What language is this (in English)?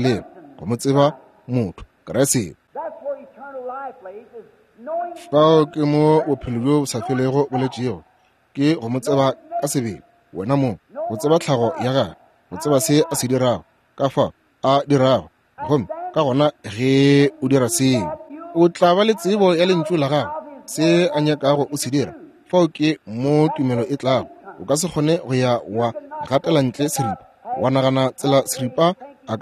Northern Sotho